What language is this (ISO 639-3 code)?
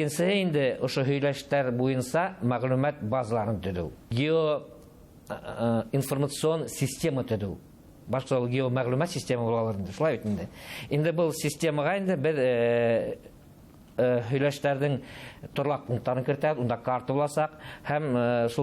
bak